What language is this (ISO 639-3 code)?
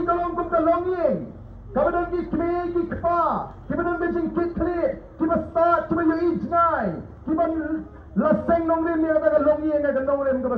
kha